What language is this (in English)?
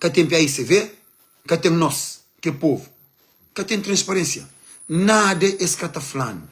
Kabuverdianu